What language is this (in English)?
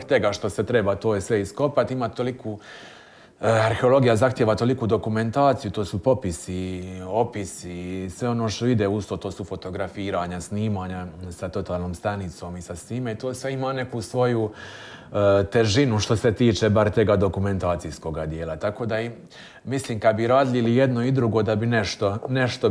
Croatian